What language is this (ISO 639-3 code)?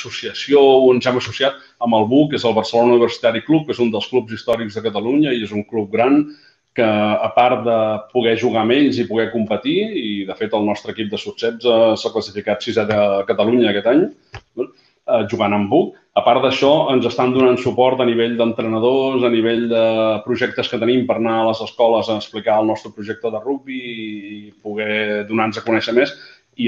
cat